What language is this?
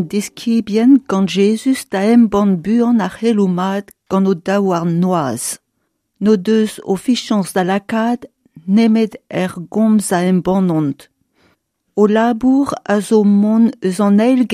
Breton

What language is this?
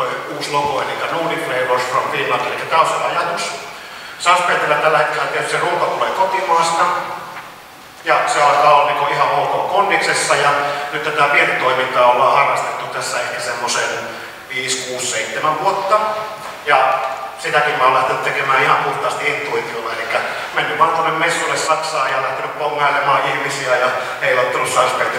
Finnish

